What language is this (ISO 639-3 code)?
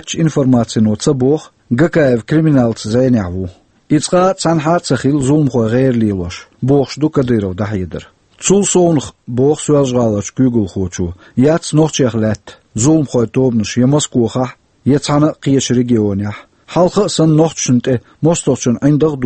che